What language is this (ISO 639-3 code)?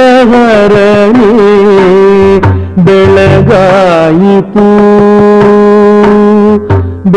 kan